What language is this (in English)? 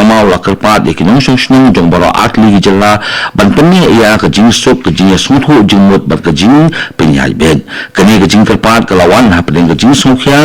Khasi